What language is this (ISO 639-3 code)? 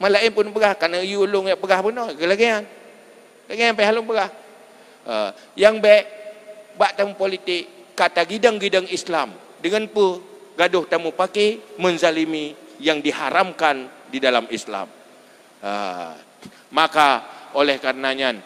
ace